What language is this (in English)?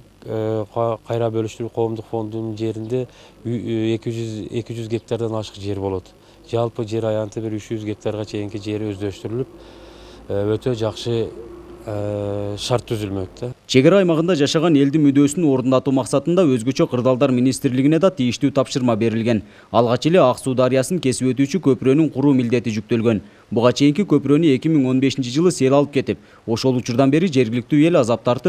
Kyrgyz